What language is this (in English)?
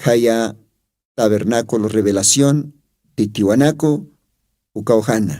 Aymara